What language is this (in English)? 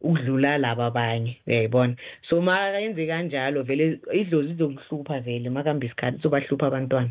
South Ndebele